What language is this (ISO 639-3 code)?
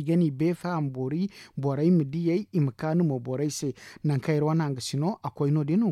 dje